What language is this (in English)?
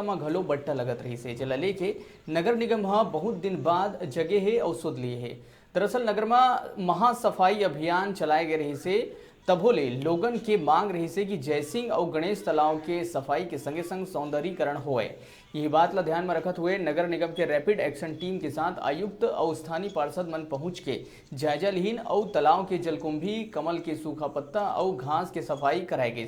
Chhattisgarhi